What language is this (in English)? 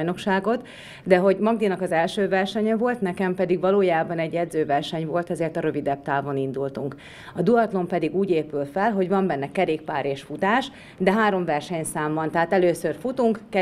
Hungarian